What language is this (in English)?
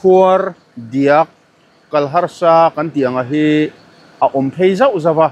Mizo